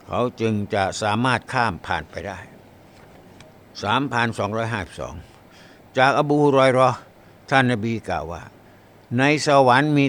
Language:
Thai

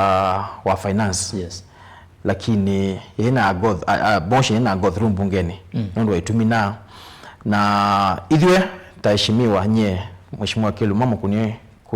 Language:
Kamba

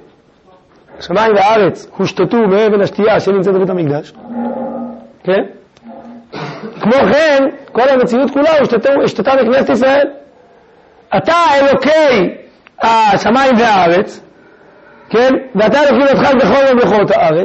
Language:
Hebrew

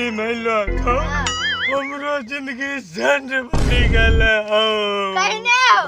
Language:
Maithili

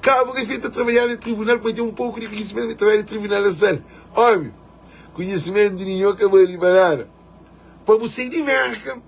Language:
Kabuverdianu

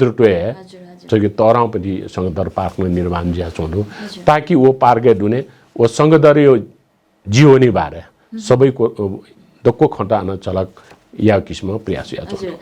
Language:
Newari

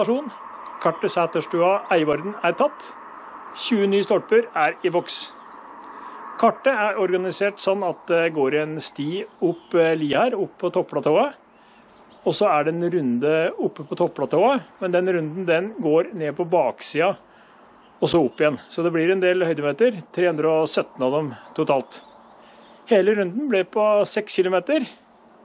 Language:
Norwegian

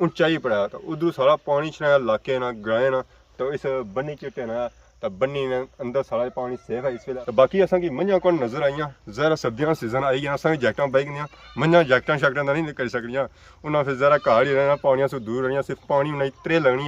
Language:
Pahari-Potwari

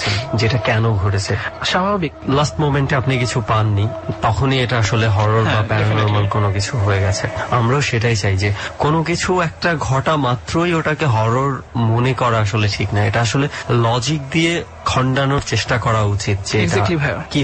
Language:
Bangla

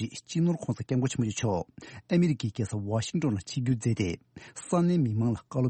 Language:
Tibetan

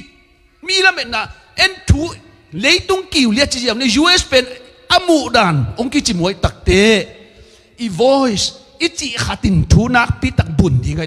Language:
Tedim Chin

